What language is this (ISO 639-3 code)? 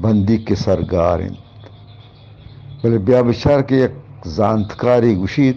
bgp